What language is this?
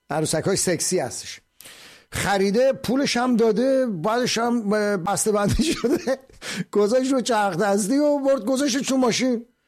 Persian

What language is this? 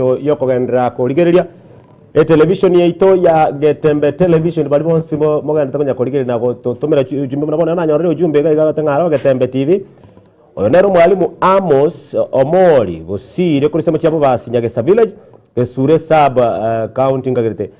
Gusii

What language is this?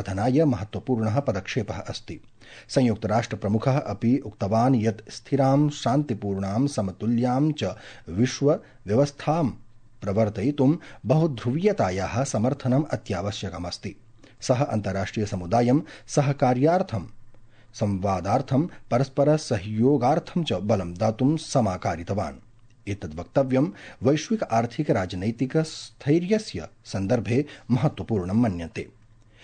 Sanskrit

